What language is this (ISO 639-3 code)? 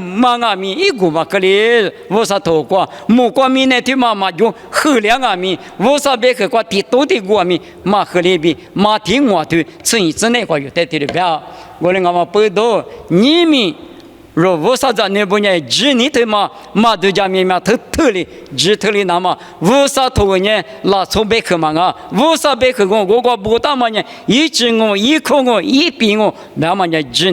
lis